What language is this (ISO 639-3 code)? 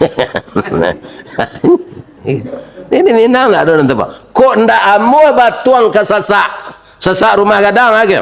min